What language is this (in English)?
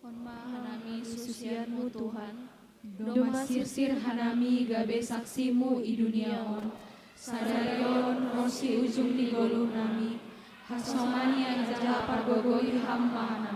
Batak Simalungun